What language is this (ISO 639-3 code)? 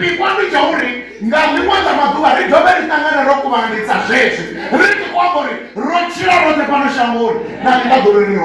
ven